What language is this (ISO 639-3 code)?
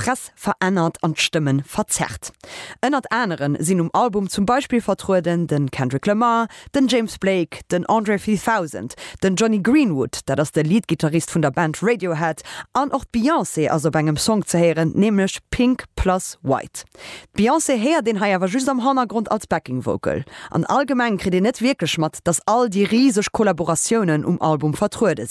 ltz